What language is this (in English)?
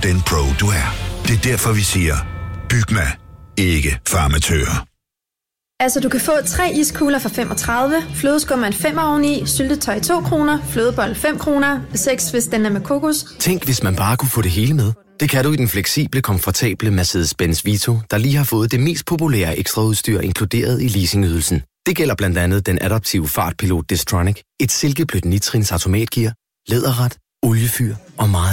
Danish